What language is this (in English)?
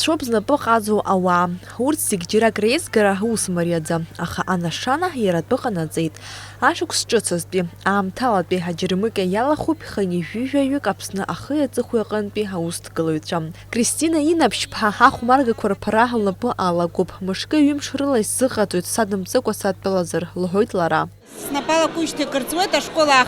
Abkhazian